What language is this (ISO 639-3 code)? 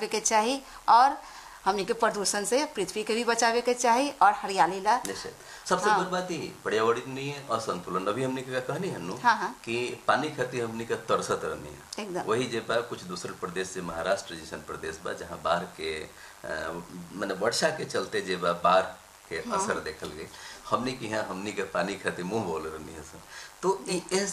bho